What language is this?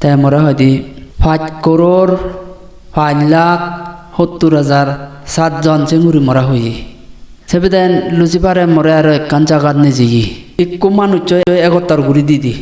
Chakma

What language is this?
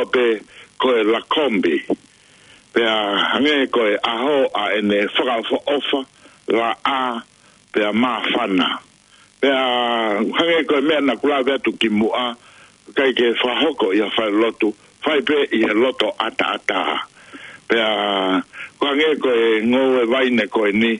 Tongan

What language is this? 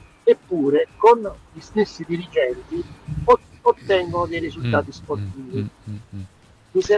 Italian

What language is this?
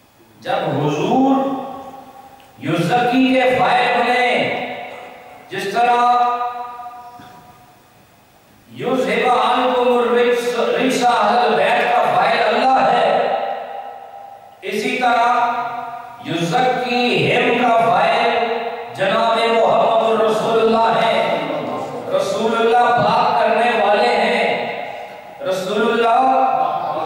Urdu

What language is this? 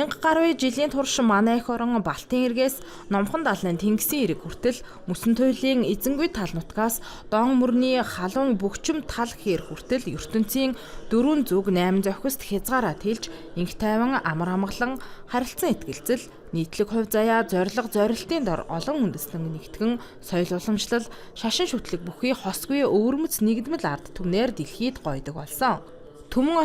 Mongolian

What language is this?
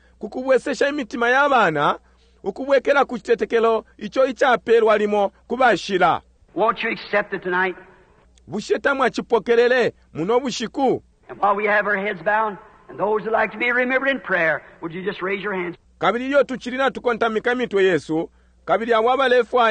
Bemba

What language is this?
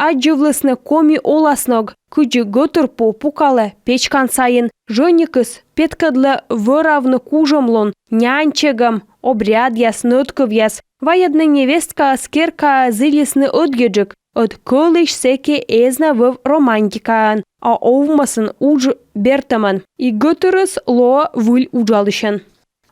Komi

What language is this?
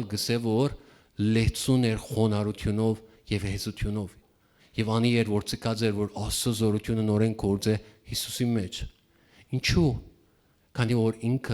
Western Armenian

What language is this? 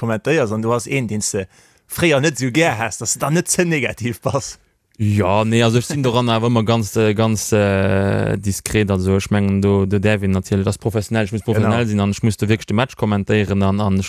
Luxembourgish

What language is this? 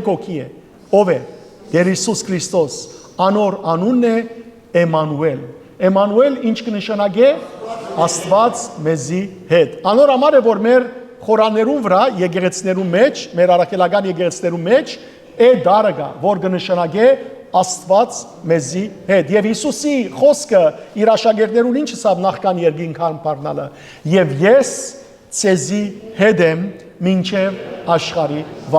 Western Armenian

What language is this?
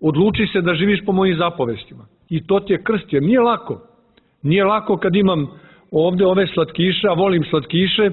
Serbian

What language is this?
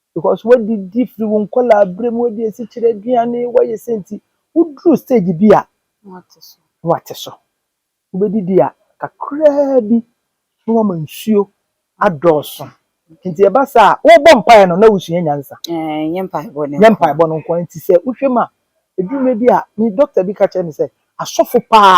Akan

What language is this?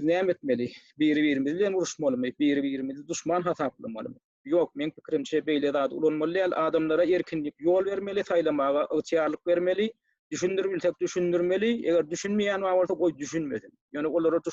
Turkmen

